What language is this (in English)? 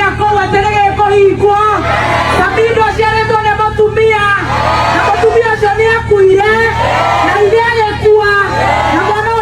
Kikuyu